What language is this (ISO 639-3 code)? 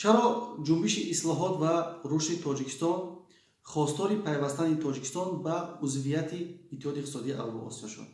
tgk